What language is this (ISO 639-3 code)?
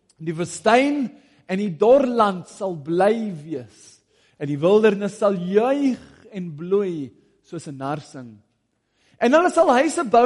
afr